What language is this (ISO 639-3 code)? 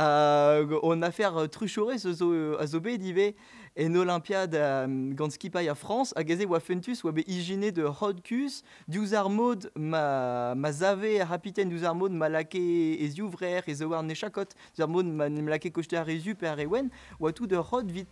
bre